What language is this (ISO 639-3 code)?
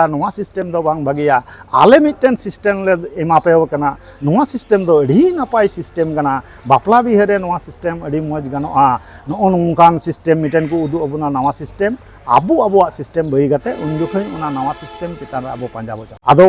sat